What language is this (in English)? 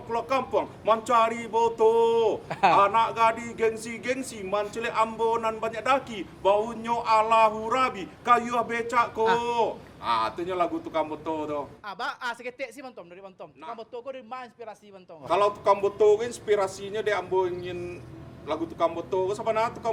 Minangkabau